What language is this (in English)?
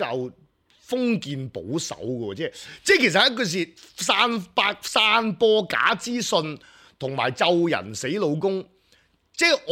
Cantonese